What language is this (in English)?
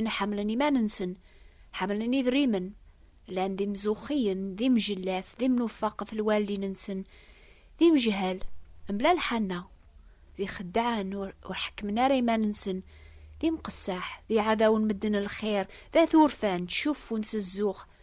Kabyle